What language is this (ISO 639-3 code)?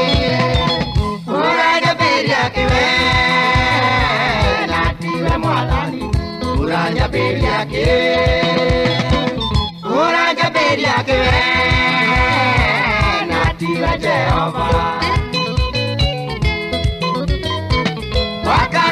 kik